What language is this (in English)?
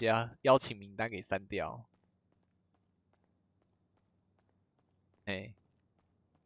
Chinese